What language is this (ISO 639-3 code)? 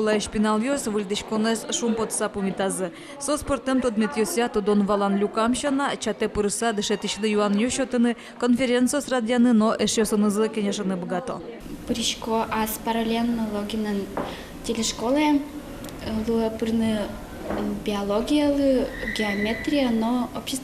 udm